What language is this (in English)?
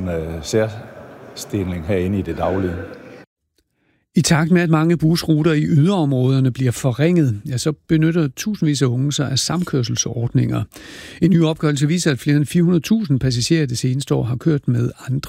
Danish